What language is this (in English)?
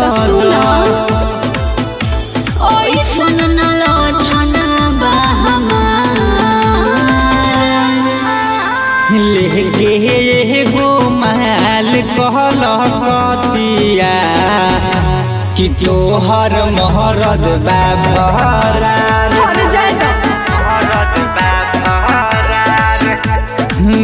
Bhojpuri